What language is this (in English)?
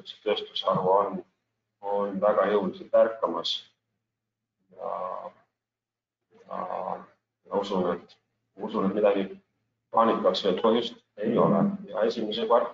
Estonian